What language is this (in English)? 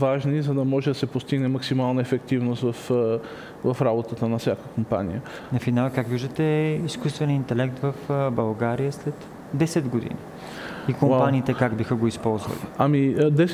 Bulgarian